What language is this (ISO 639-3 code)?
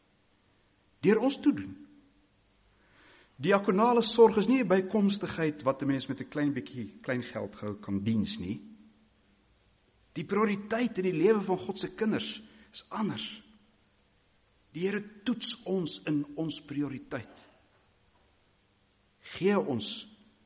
afr